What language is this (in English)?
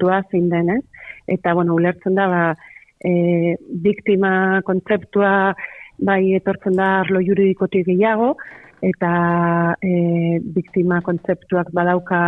Basque